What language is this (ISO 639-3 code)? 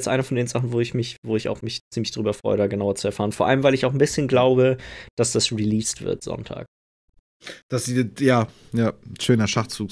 deu